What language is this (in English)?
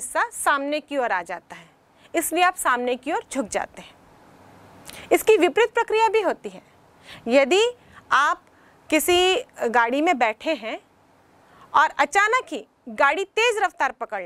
Hindi